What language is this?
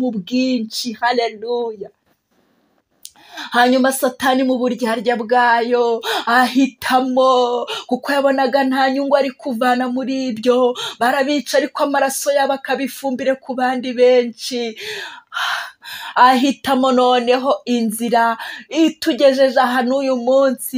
Kinyarwanda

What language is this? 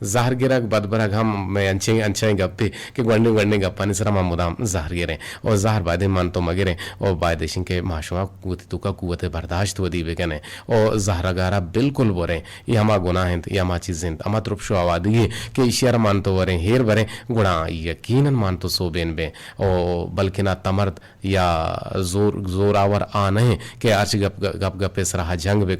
Eastern Balochi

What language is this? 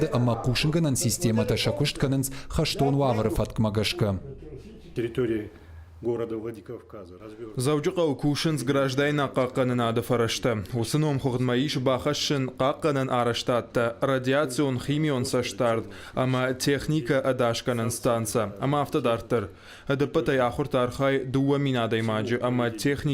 Ossetic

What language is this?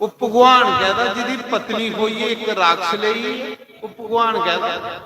Dogri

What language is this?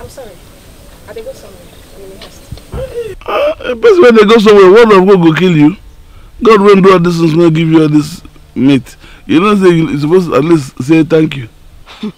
Nigerian Pidgin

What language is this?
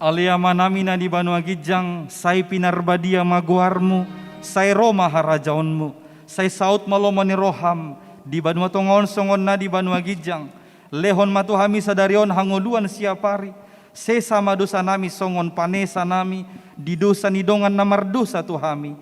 Batak Toba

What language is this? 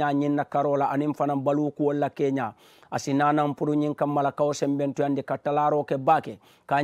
Mandingo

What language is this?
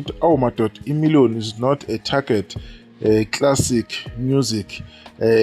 Zulu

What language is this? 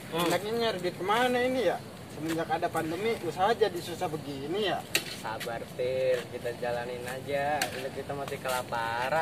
Betawi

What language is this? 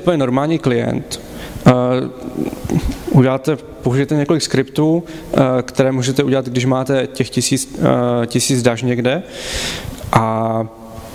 Czech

